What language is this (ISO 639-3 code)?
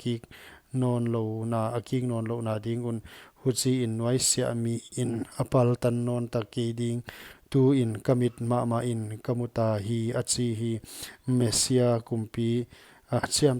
pck